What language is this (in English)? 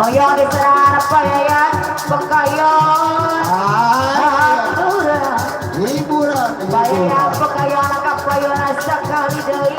Betawi